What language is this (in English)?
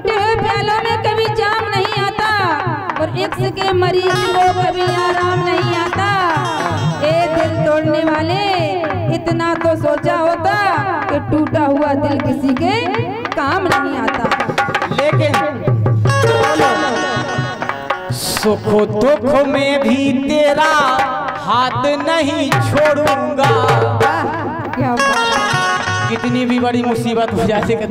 Hindi